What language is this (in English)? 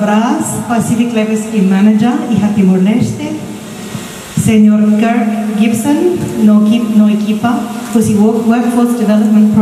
Tetum